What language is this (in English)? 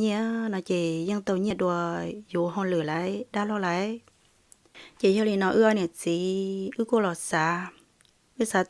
Hmong